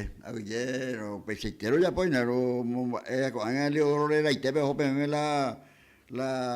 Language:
Guarani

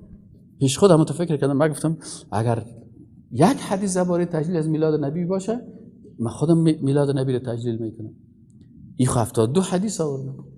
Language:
Persian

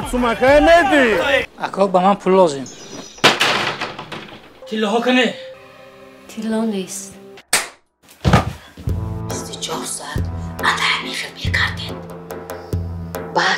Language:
Persian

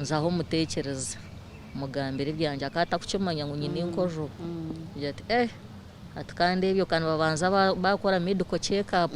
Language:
Nyankole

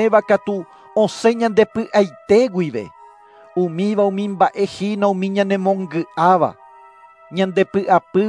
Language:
Guarani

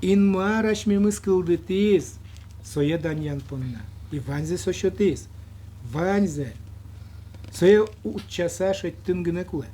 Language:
Udmurt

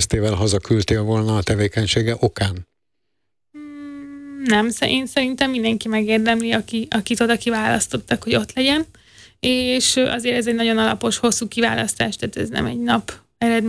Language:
Hungarian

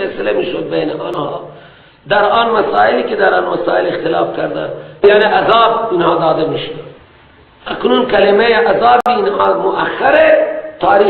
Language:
Persian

